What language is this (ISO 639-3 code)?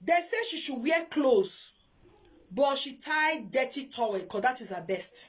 pcm